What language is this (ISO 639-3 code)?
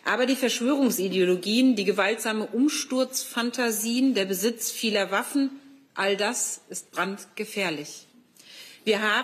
deu